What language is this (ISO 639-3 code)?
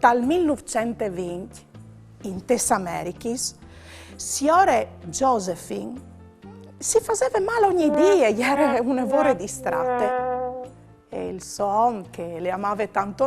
fur